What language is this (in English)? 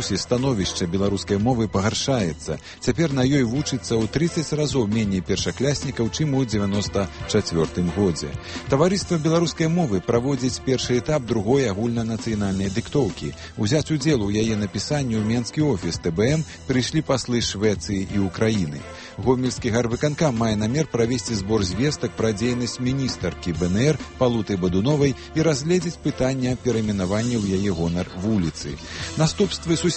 Belarusian